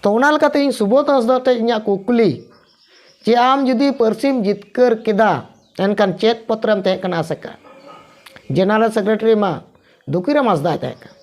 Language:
Santali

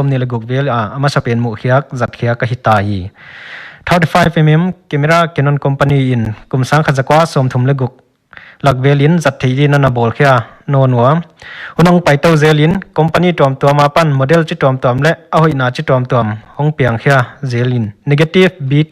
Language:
Paite Chin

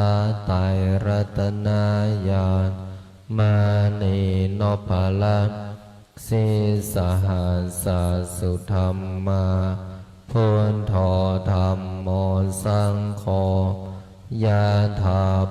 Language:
Pali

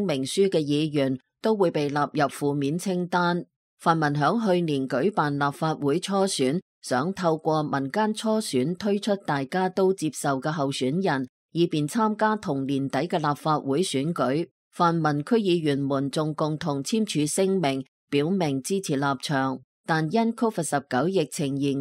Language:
Cantonese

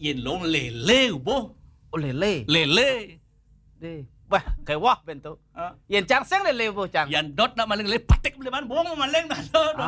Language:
Balinese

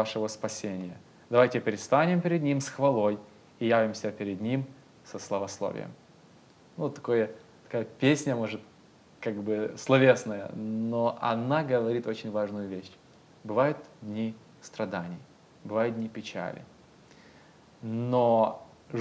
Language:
Russian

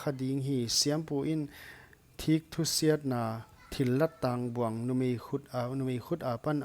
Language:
Paite Chin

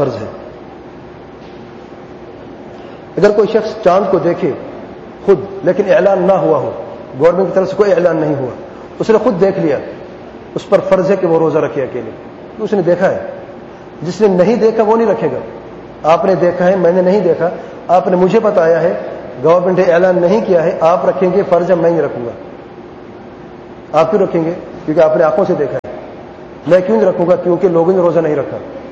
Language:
Urdu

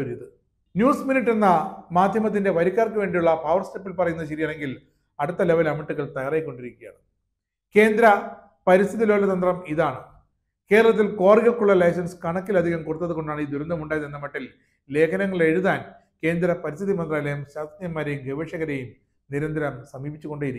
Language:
Malayalam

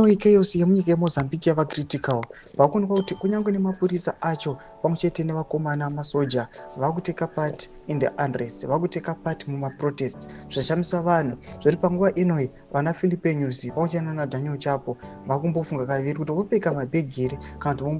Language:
Shona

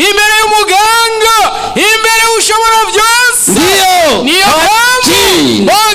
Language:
Rundi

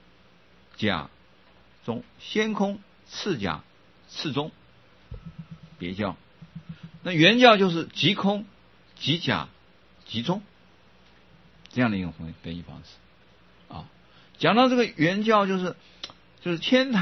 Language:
Chinese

